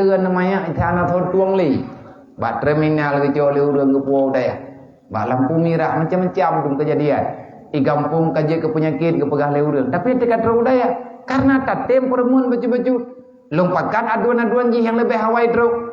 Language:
Achinese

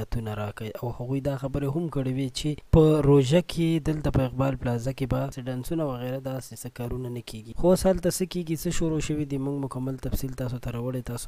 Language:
Pashto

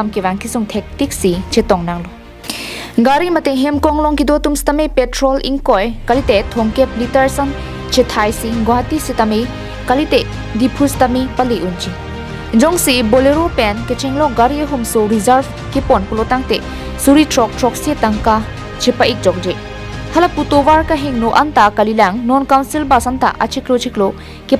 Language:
Karbi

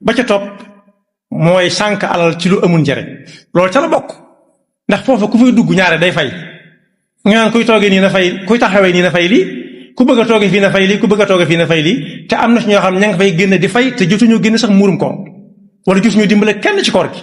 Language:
Wolof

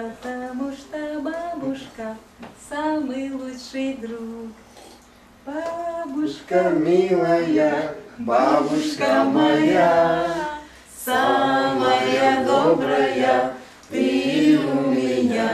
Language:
Russian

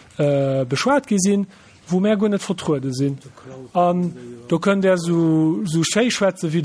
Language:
Luxembourgish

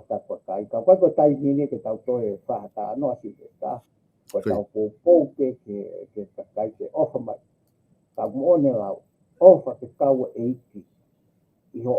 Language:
Tongan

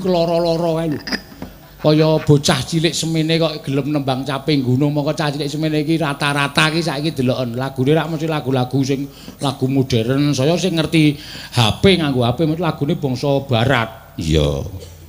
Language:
Javanese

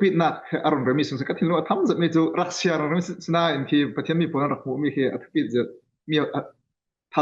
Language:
Falam Chin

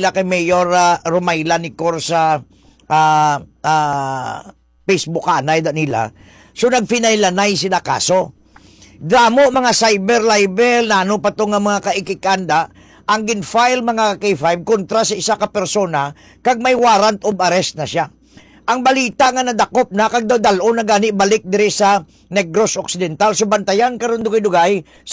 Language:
Hiligaynon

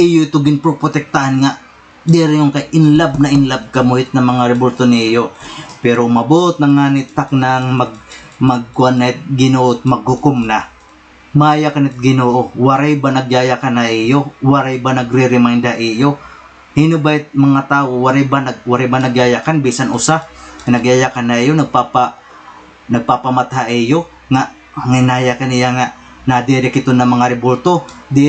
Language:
Waray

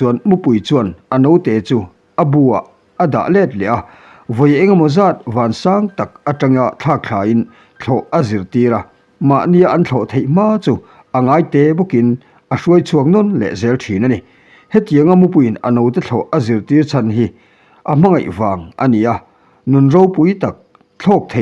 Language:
Mizo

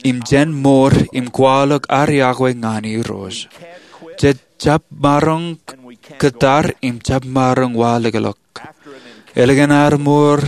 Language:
Marshallese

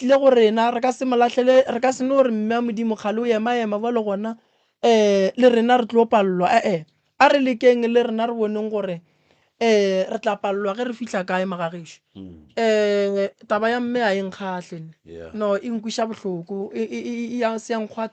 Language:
Northern Sotho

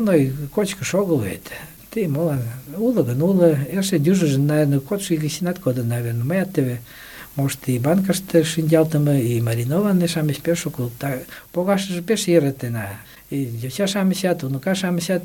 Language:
Mari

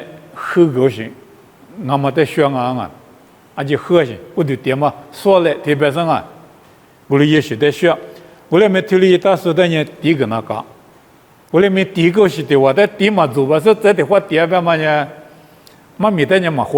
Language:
Lisu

